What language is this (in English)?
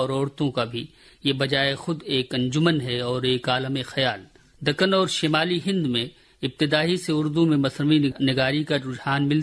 Urdu